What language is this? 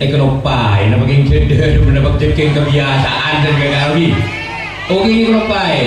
Madurese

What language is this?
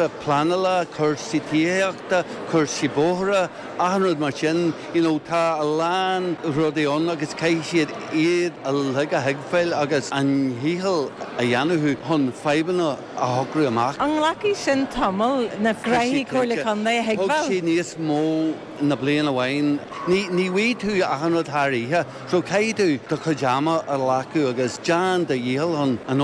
Irish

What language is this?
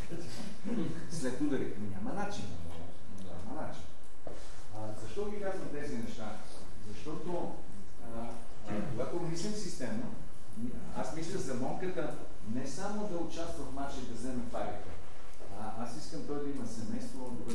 Bulgarian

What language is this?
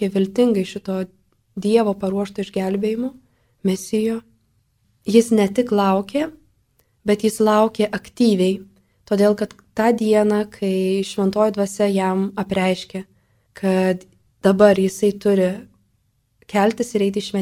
Lithuanian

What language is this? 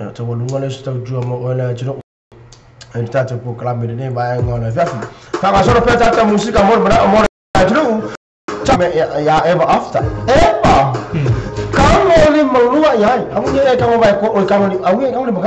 Samoan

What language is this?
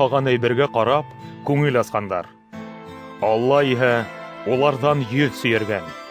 Bashkir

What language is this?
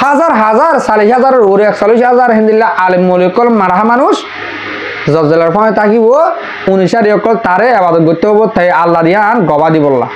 Rohingya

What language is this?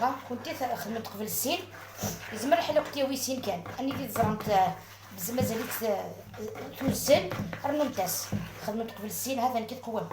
Algerian Arabic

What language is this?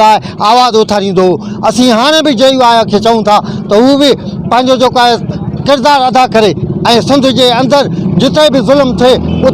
Sindhi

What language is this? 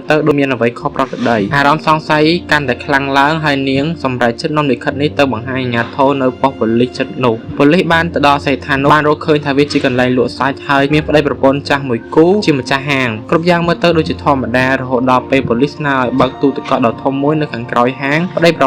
Khmer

